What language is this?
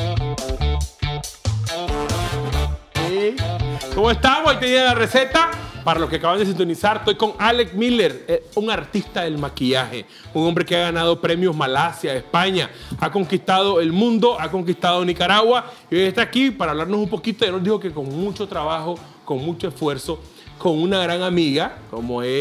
Spanish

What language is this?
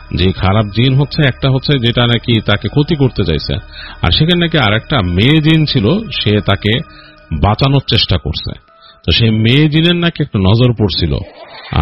Bangla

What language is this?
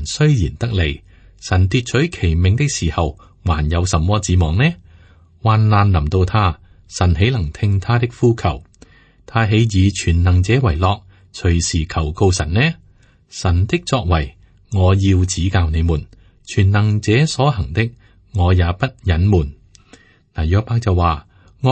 Cantonese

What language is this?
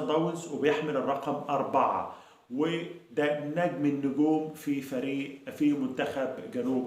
Egyptian Arabic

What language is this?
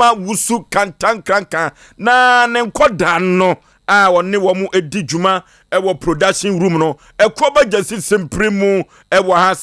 Akan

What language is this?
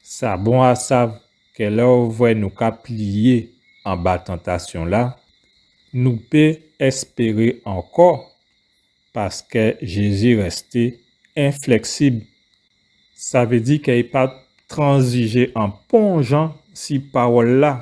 Guadeloupean Creole French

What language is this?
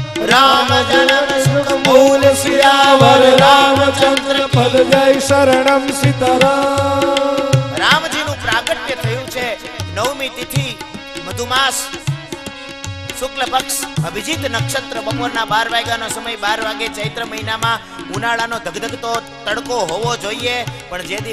Gujarati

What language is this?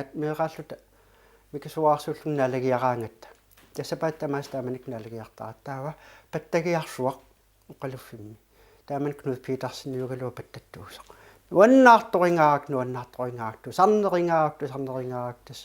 Kalaallisut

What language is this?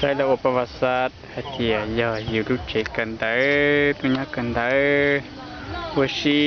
Hmong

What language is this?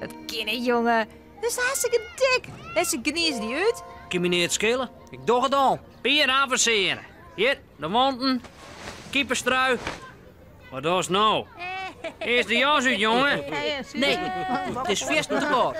Western Frisian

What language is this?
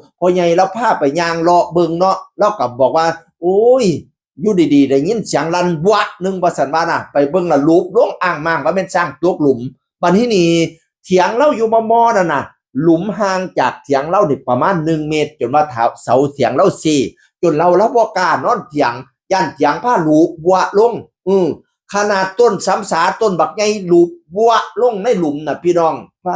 Northeastern Thai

